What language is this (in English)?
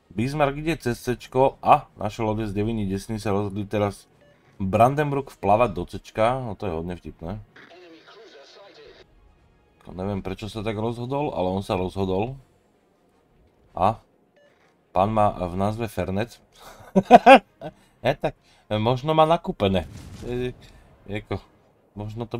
Slovak